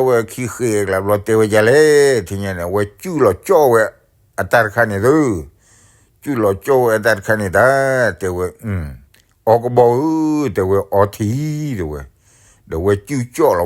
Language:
S'gaw Karen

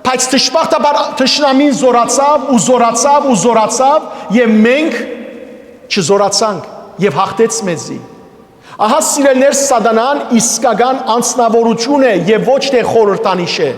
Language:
Western Armenian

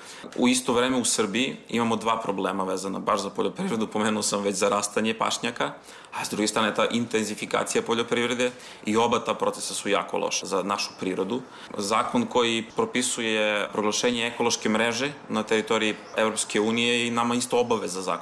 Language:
Serbian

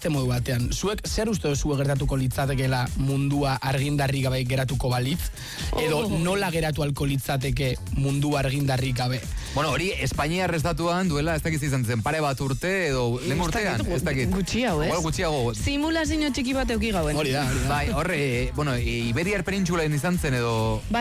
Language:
Basque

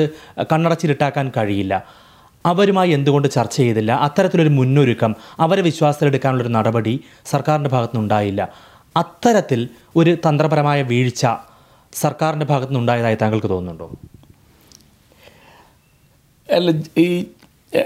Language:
Malayalam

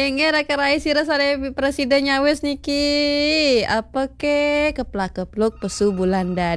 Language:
Balinese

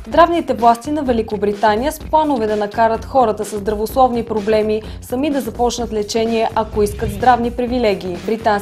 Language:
Bulgarian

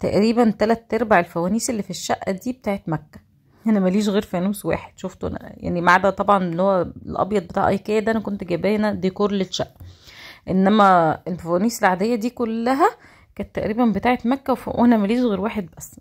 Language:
Egyptian Arabic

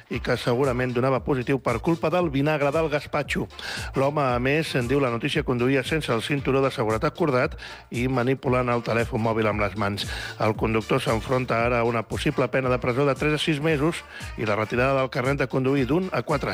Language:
Catalan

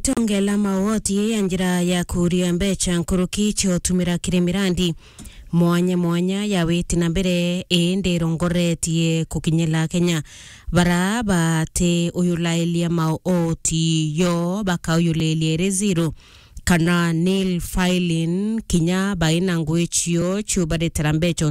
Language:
Meru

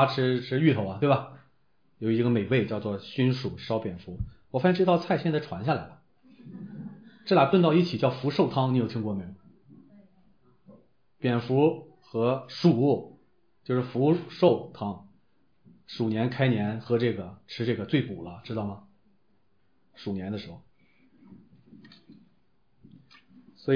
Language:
Chinese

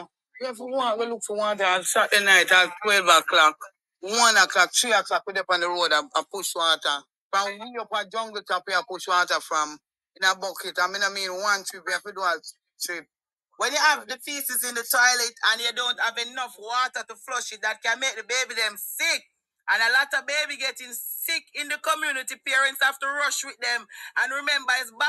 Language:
Jamaican Creole English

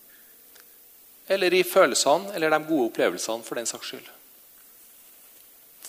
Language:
Norwegian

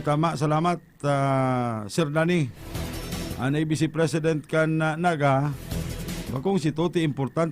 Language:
Bikol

